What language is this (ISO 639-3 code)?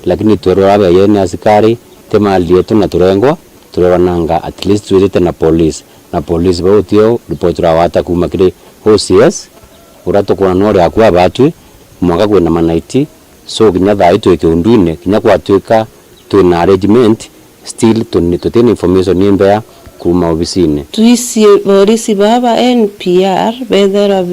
mer